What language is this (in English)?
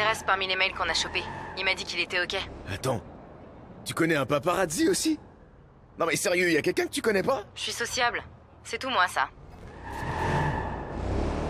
French